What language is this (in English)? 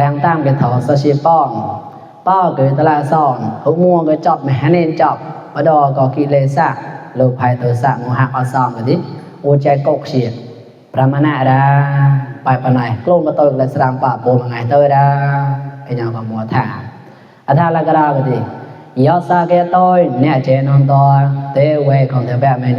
Mon